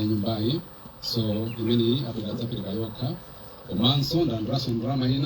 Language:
Nyanja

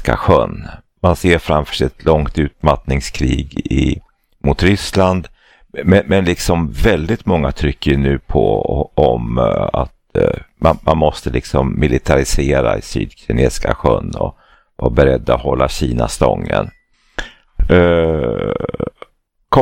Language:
Swedish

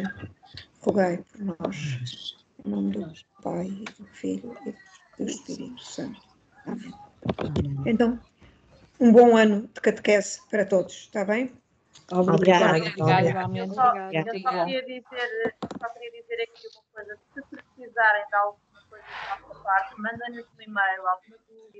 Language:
Portuguese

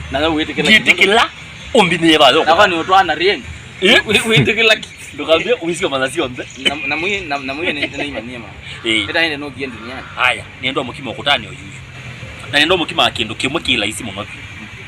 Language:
Kamba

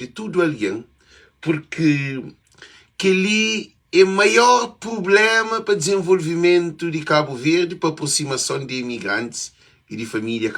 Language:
Kabuverdianu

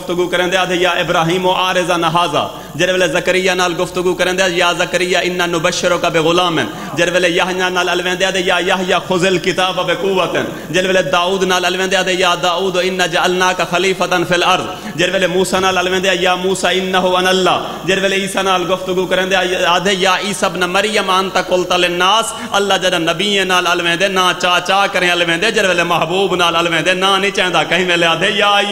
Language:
Saraiki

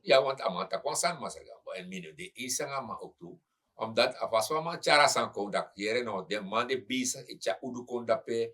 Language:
Sranan Tongo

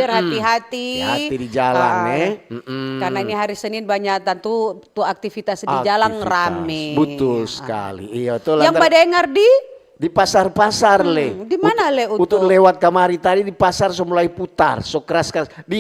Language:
Manado Malay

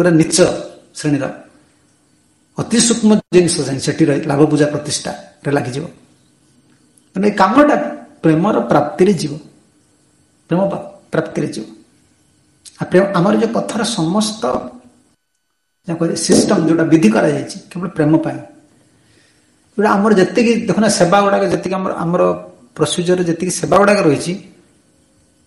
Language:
Odia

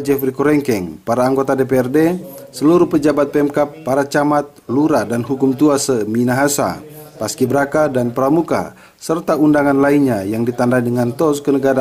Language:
Indonesian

